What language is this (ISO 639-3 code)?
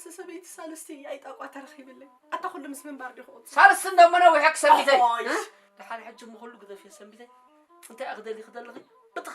tir